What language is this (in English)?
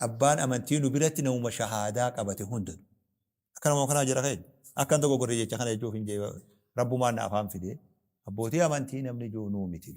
Oromo